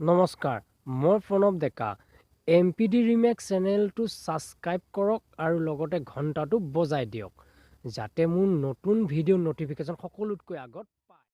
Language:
Assamese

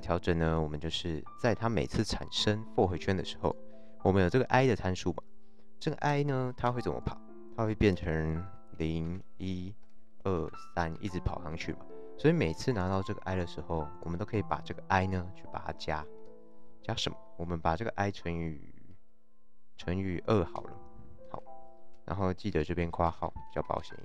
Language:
Chinese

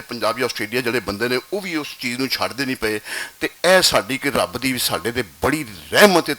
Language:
Western Panjabi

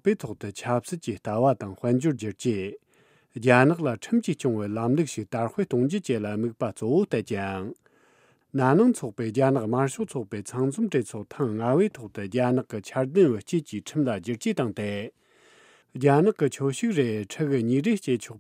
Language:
Tibetan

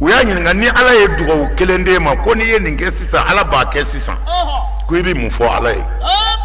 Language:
Bambara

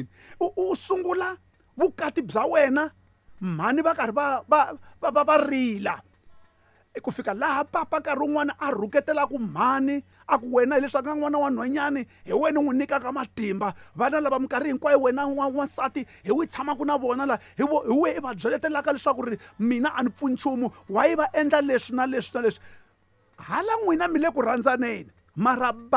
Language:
Tsonga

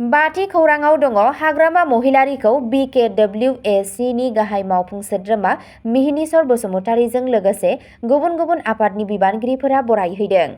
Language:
Bodo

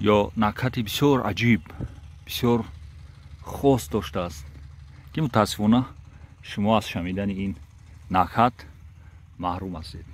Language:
Tajik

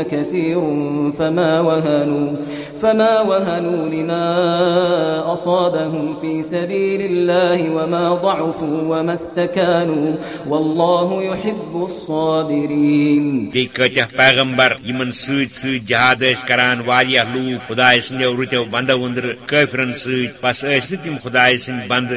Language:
Kashmiri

